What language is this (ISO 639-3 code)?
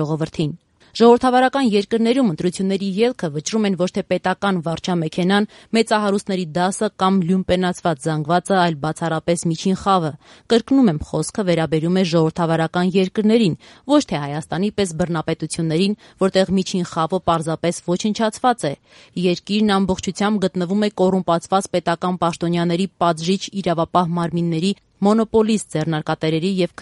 hye